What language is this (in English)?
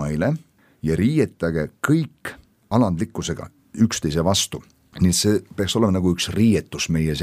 Estonian